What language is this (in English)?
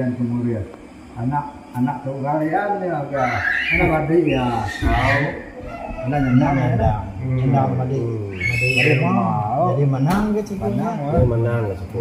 Iban